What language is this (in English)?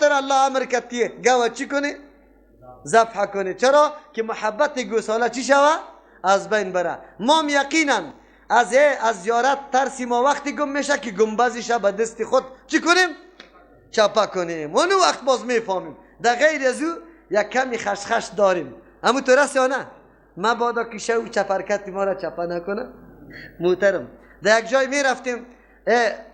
Persian